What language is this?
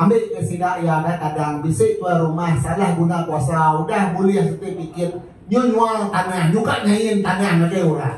Iban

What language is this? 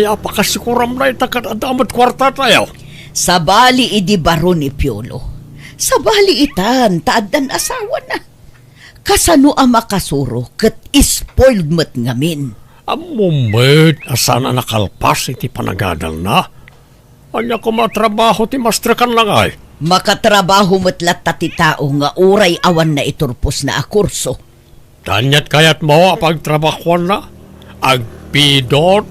Iloko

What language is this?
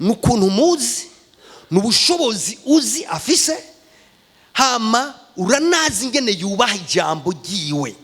Rundi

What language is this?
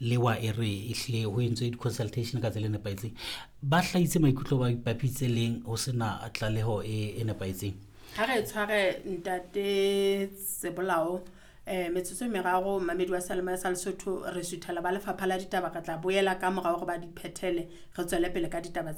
Southern Sotho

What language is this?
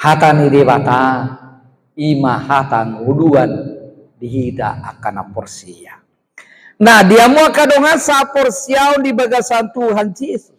Batak Toba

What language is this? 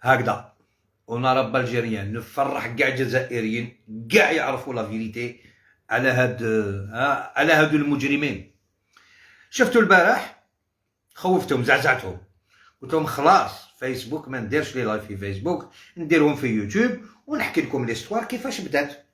Algerian Arabic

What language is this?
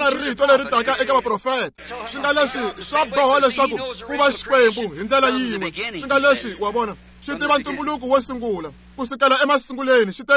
Tsonga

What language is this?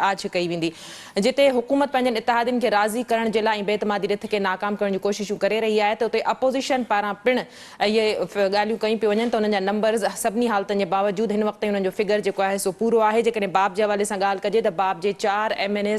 Sindhi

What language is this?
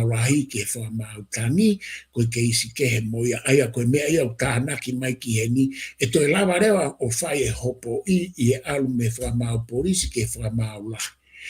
Tongan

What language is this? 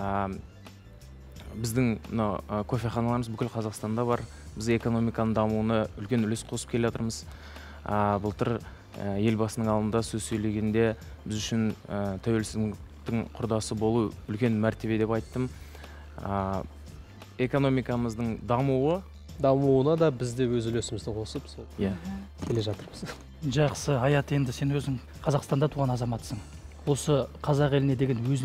Kazakh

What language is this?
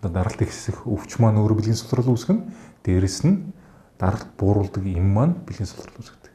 Mongolian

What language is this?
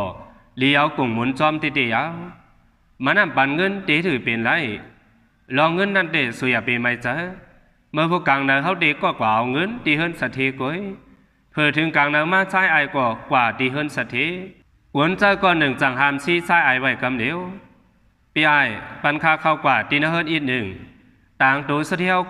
Shan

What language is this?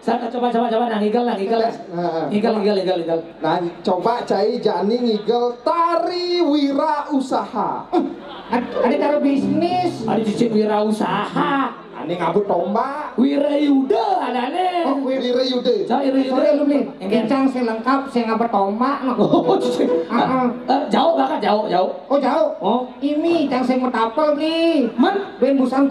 Balinese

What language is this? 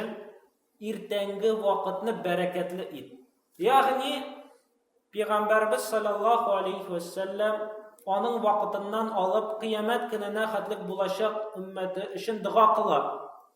Tatar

